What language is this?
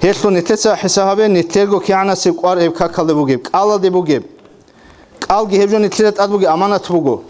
Avaric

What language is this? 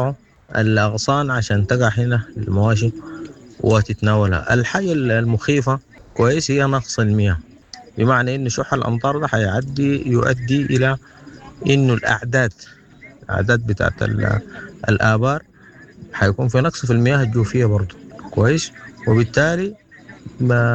Sudanese Arabic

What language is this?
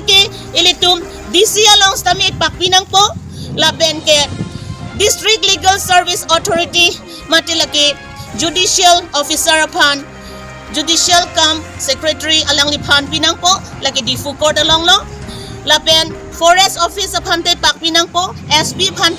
Karbi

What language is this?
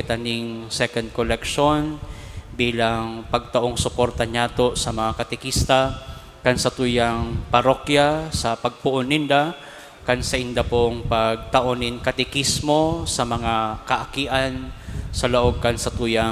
Bikol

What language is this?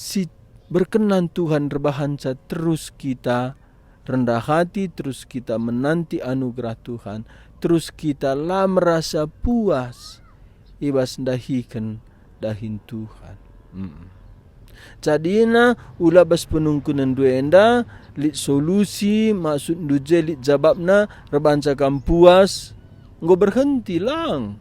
Batak Karo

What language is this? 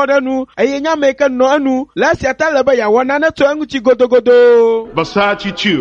Ewe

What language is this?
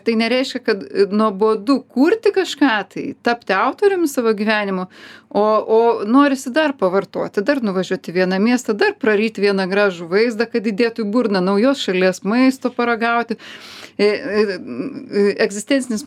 Lithuanian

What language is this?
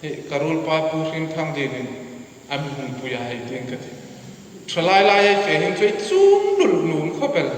Hmar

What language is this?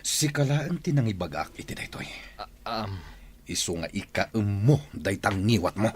Iloko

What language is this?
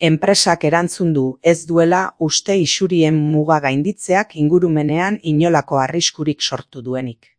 Basque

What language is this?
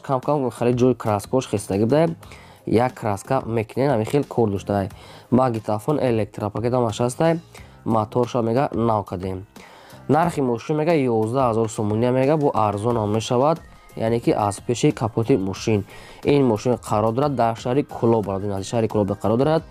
Tajik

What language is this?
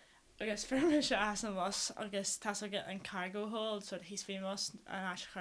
Irish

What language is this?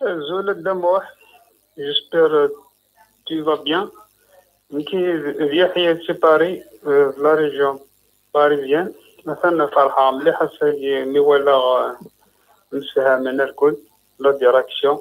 Kabyle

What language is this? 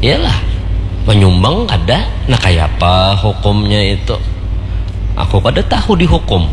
Banjar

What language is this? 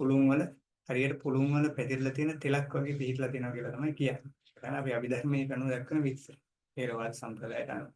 Sinhala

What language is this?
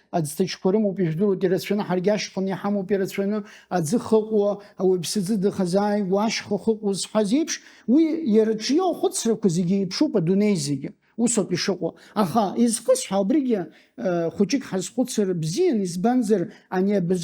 Abkhazian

